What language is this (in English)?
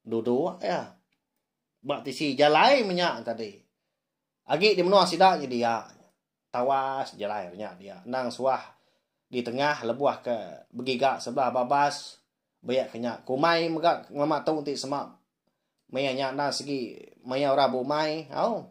Iban